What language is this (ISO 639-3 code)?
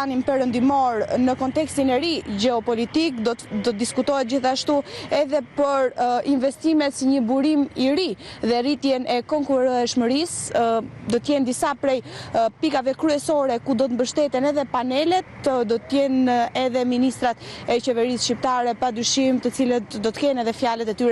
sqi